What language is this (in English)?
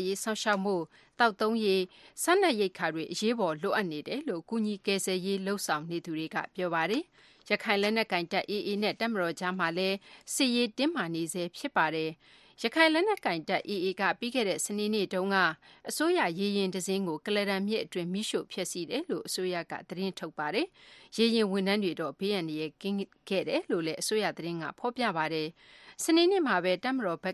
Burmese